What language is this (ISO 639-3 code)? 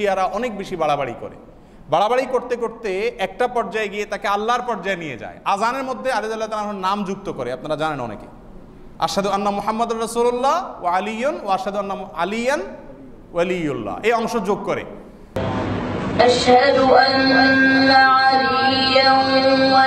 ben